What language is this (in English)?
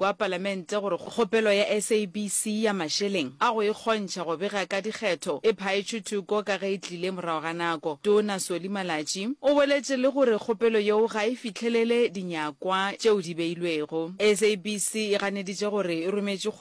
Northern Sotho